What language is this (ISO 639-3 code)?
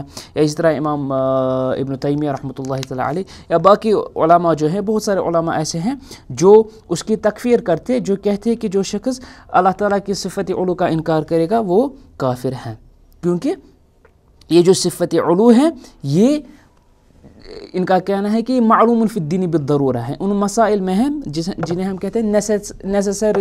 urd